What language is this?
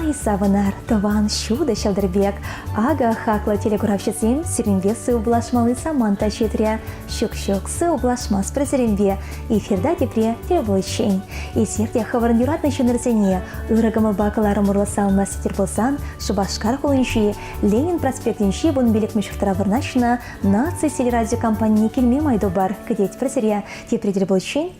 Chuvash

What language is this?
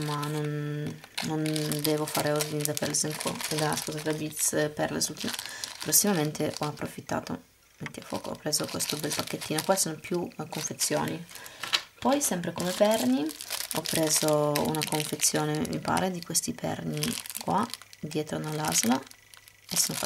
Italian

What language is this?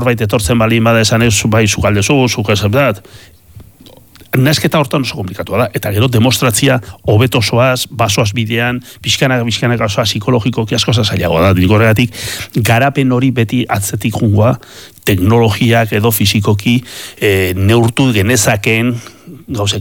Basque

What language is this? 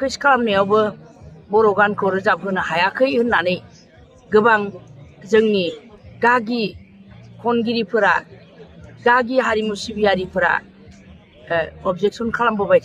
Bodo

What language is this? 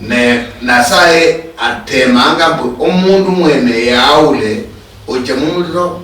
Luyia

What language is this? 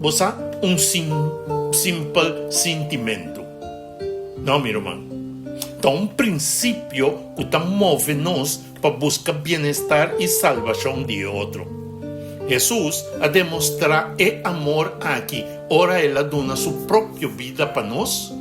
Papiamento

